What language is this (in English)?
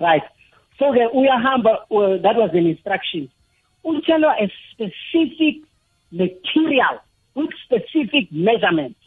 South Ndebele